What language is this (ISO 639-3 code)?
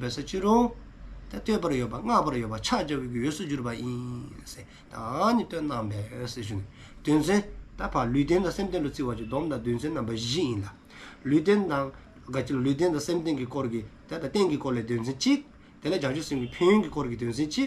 dzo